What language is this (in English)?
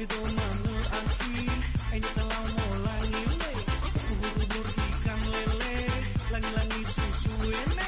Nias